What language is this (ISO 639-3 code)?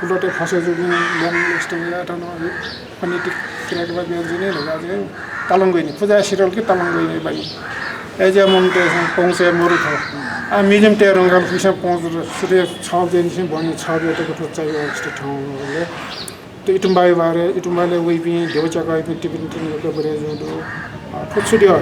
new